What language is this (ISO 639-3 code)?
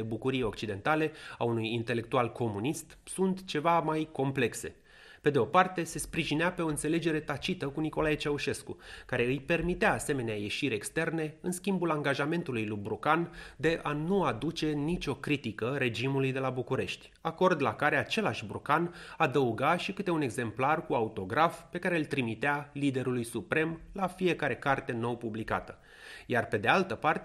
ron